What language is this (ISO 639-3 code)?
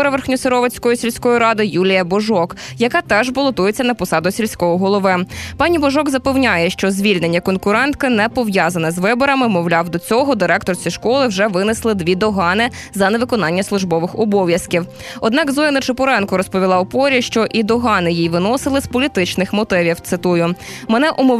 ukr